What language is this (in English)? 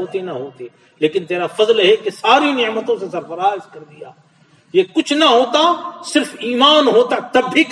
Urdu